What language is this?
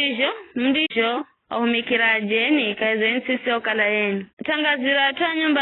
Giryama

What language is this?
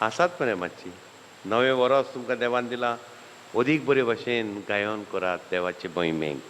Konkani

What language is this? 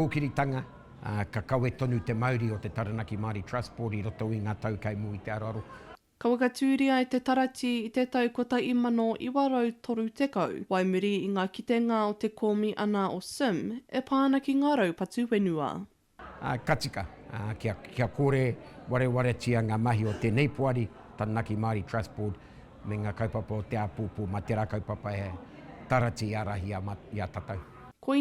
Māori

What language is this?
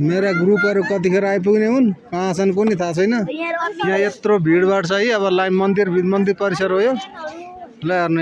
Nepali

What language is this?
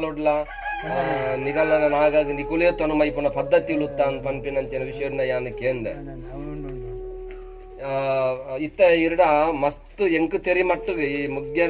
Tulu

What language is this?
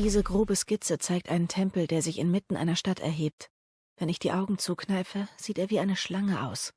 Swiss German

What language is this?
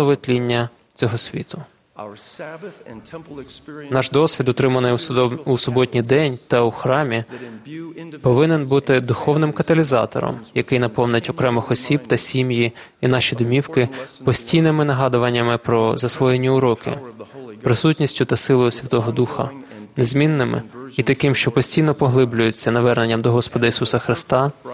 Ukrainian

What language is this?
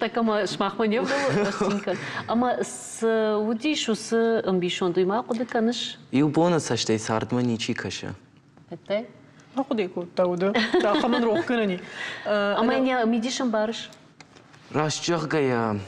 Ossetic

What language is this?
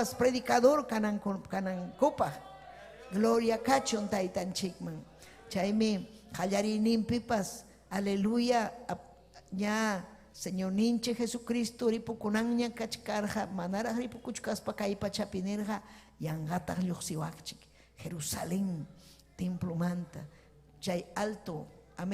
Ayacucho Quechua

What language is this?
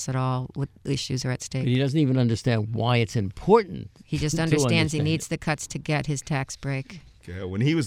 English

